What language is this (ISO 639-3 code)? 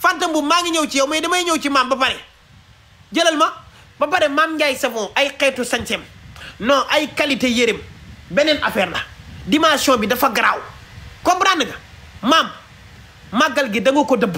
wol